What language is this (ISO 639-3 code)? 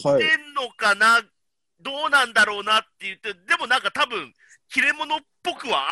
jpn